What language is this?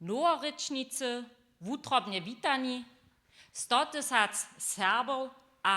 Upper Sorbian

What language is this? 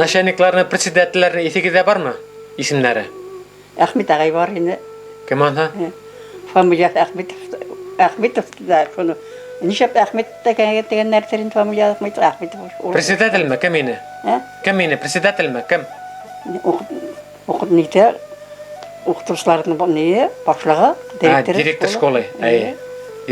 Bashkir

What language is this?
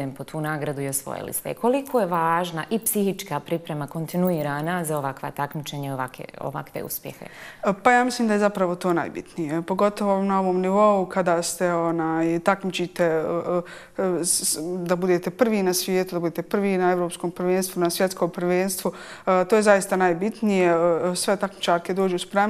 Bosnian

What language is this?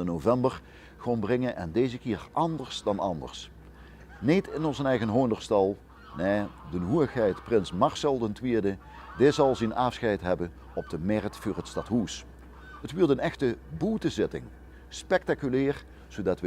Limburgish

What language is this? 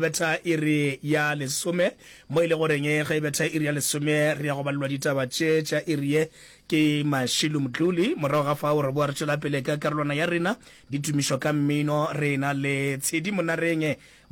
Northern Sotho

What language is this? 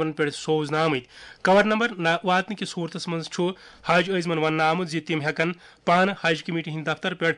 Kashmiri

